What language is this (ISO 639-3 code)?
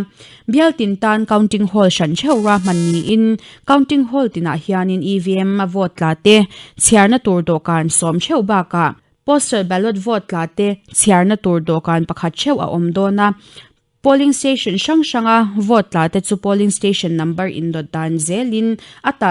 lus